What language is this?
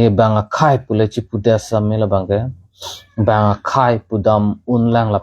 Karbi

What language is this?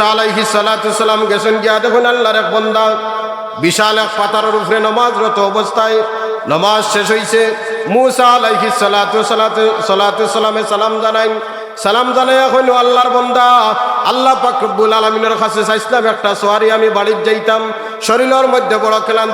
Sylheti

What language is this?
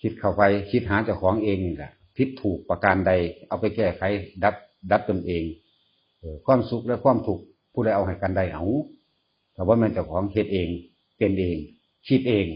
Northeastern Thai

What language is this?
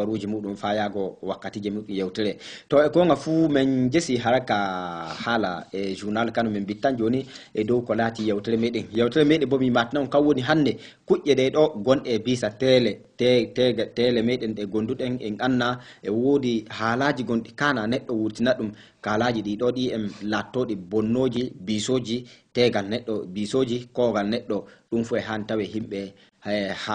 Fula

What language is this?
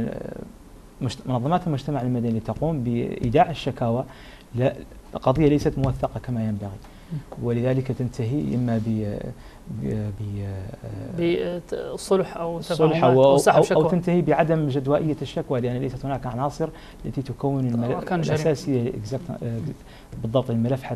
Arabic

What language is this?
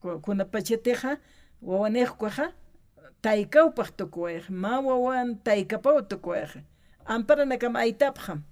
Aymara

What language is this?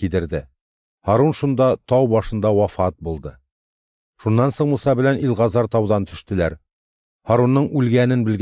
Tatar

